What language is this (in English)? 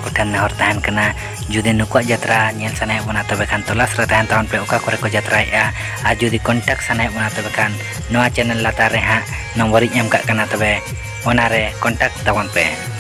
Santali